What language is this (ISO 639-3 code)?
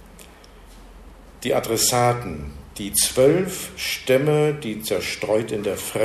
deu